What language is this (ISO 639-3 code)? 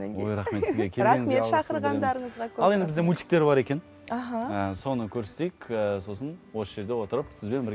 kaz